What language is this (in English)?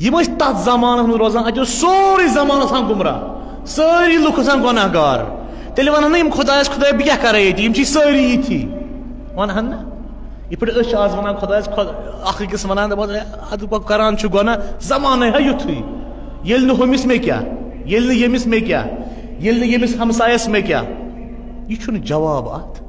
Kashmiri